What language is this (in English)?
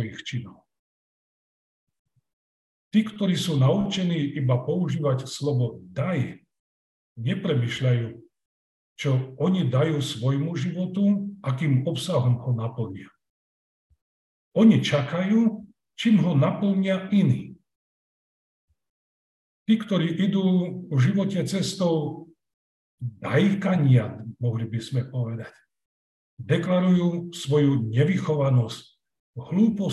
Slovak